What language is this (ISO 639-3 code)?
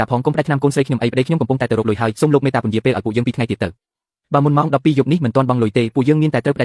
khm